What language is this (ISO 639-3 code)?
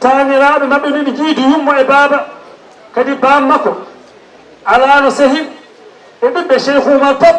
ful